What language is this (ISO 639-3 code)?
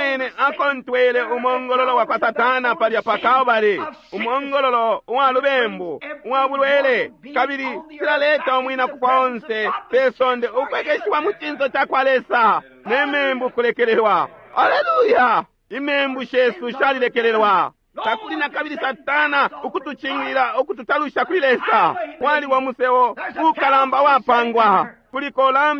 bem